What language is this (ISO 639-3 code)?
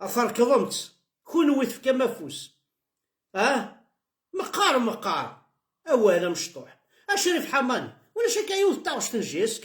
kab